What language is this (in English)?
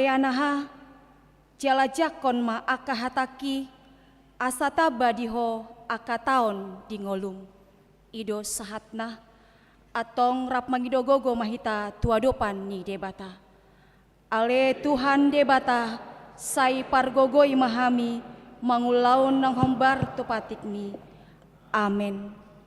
Batak Toba